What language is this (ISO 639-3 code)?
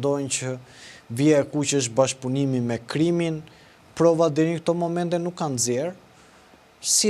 sqi